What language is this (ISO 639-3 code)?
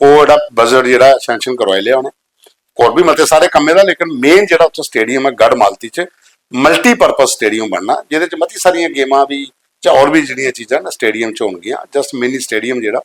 doi